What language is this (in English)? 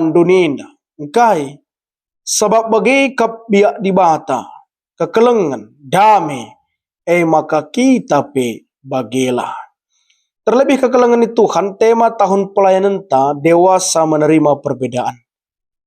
Batak Karo